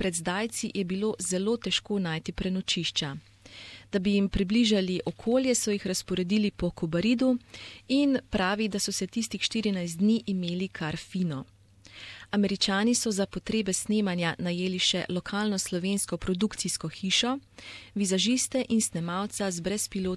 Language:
Slovenian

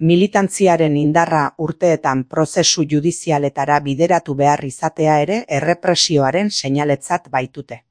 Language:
Basque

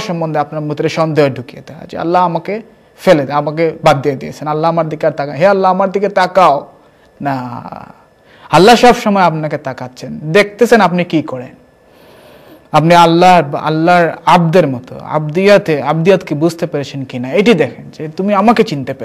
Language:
Bangla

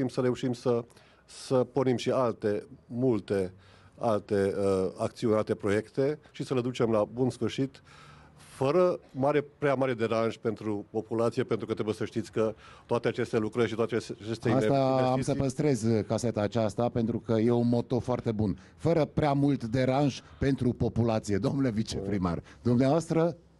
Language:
Romanian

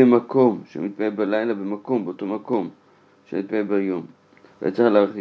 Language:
Hebrew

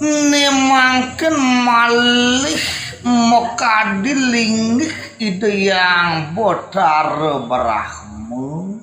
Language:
Balinese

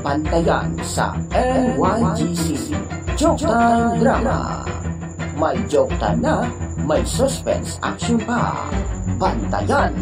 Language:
Hiligaynon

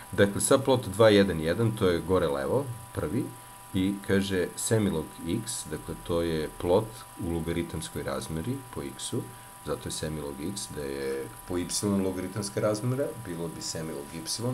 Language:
Serbian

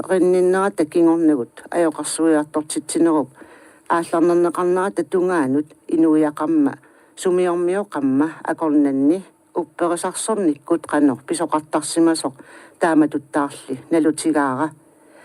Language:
Kalaallisut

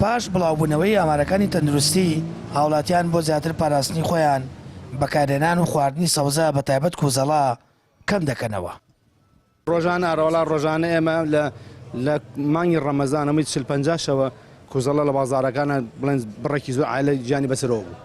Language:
Central Kurdish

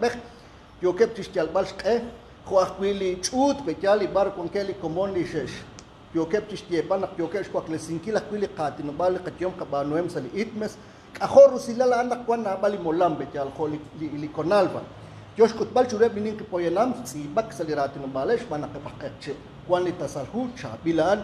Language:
Kekchí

